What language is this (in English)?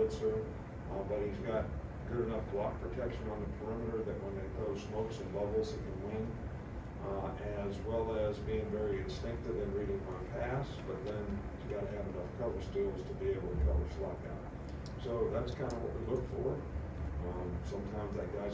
English